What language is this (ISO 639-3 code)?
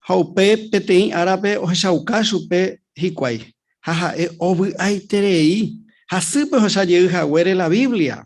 grn